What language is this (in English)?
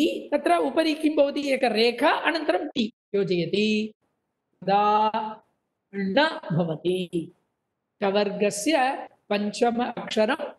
Sanskrit